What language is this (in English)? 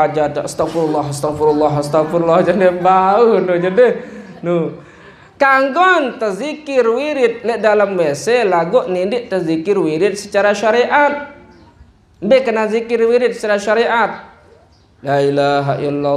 Sasak